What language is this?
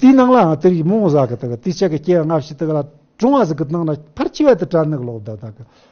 Tibetan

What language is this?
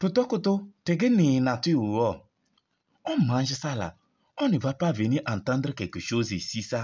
Kabiyè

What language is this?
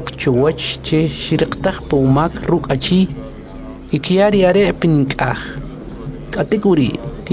Kʼicheʼ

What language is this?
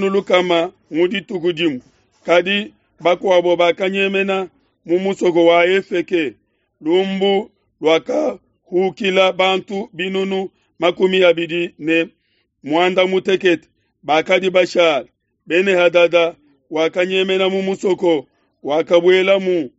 Luba-Lulua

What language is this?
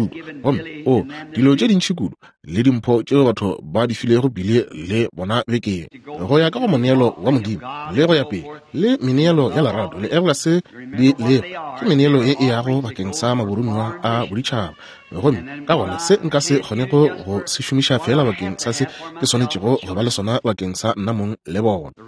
Northern Sotho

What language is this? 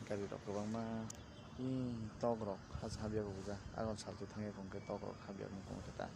Kok Borok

